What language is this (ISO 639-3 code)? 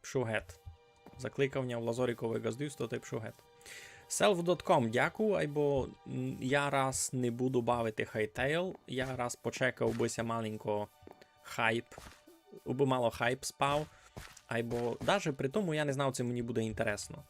rue